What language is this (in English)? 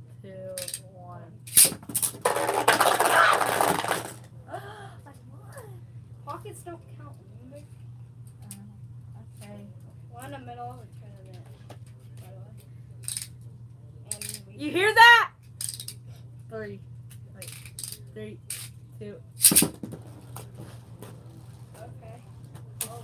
English